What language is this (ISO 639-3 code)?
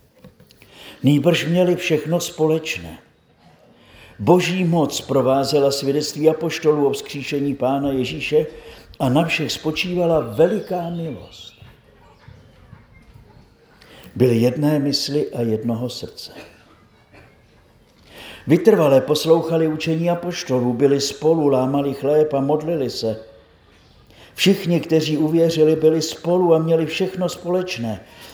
ces